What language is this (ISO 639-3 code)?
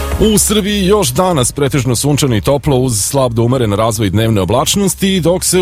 srp